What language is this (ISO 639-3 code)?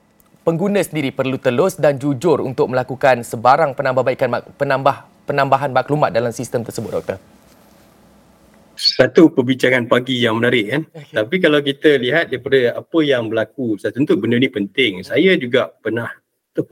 msa